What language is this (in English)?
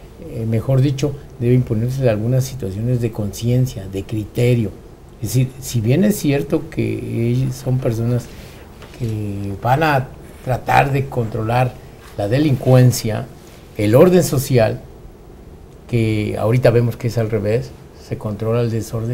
Spanish